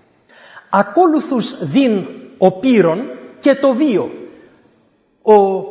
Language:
Greek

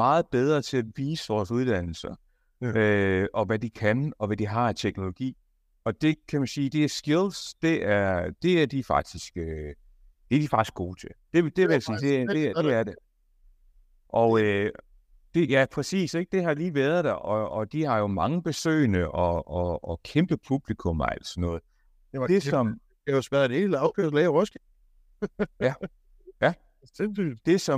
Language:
Danish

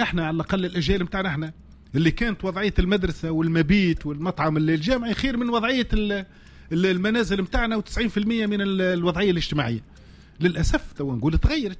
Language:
Tunisian Arabic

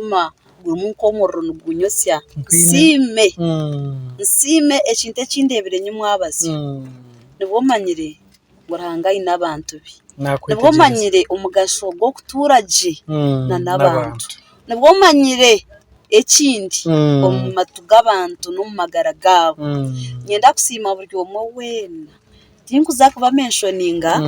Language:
Nyankole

